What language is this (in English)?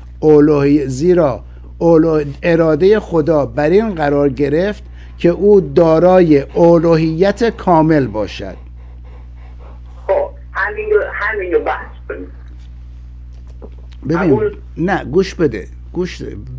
Persian